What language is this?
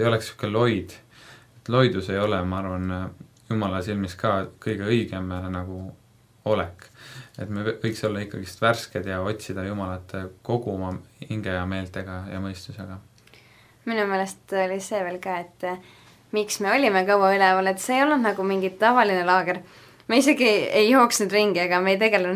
Estonian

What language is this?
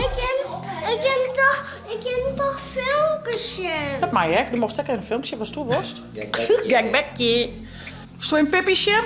Western Frisian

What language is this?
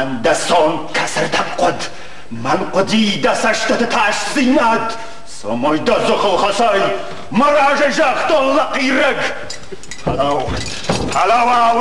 Ossetic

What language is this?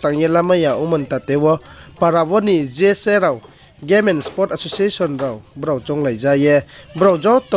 Riang (India)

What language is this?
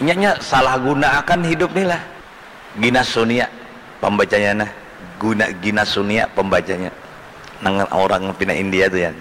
Banjar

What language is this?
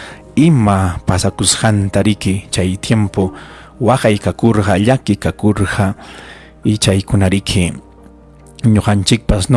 Ayacucho Quechua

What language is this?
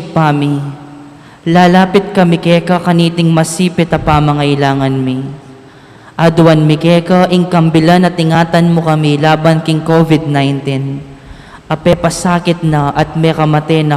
Pampanga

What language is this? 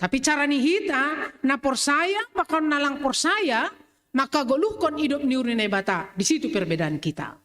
Batak Simalungun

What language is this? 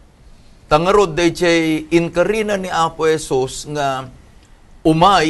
Iloko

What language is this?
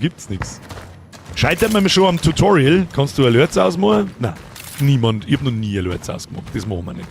Bavarian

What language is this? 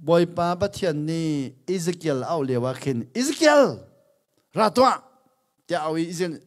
Hakha Chin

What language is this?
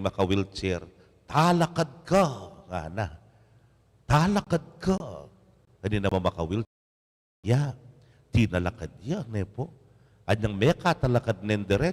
Pampanga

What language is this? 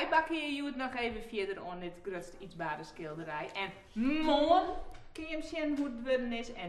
Western Frisian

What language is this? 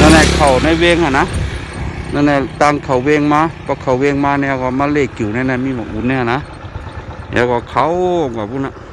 Shan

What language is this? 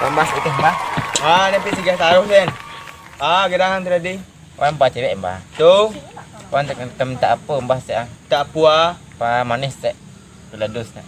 Minangkabau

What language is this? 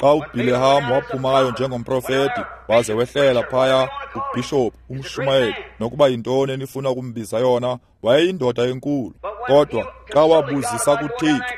Xhosa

